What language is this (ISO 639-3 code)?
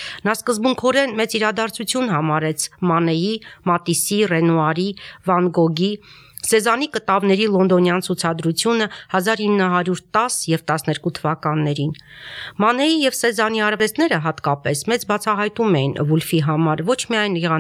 hye